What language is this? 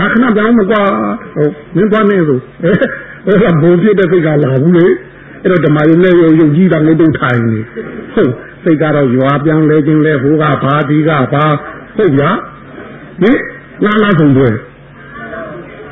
Burmese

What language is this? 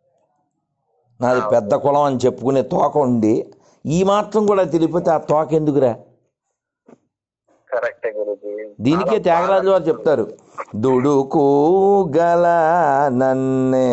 Telugu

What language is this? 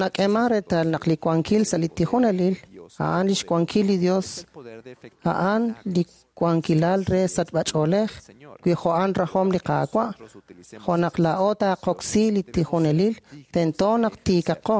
Kekchí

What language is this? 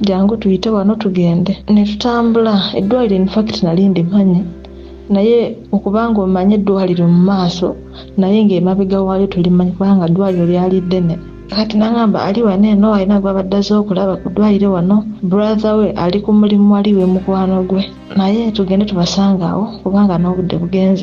Ganda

